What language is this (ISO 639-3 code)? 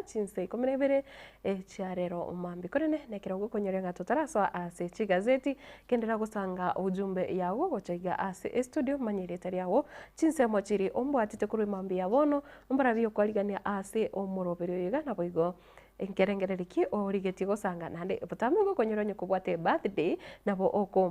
guz